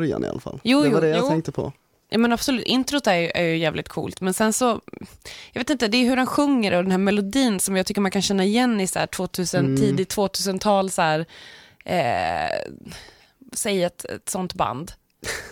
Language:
Swedish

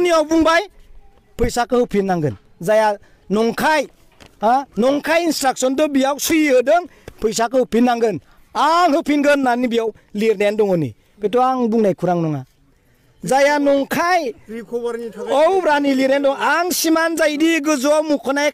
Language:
Bodo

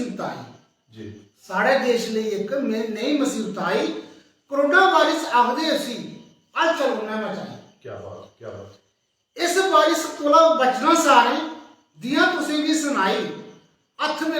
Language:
Dogri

